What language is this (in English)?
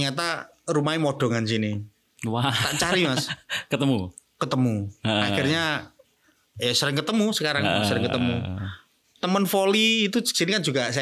Indonesian